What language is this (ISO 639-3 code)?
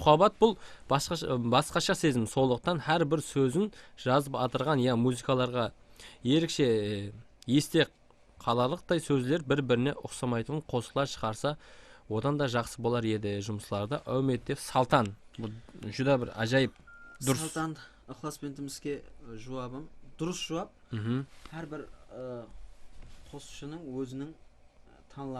kaa